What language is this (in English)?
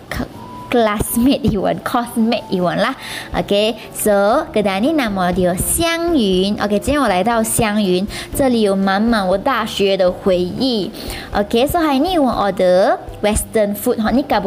Malay